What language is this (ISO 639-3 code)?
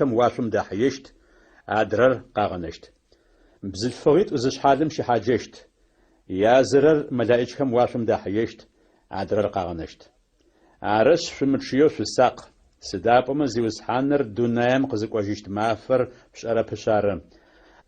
ady